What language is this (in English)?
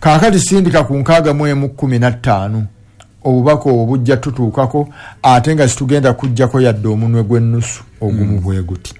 Ganda